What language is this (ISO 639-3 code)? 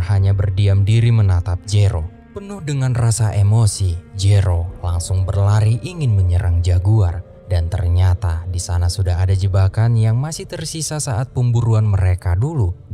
ind